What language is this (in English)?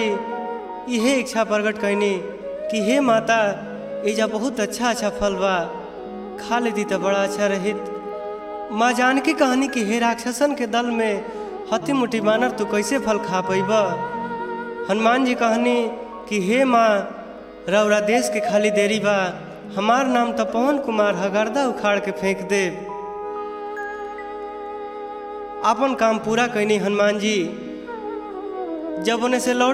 Bhojpuri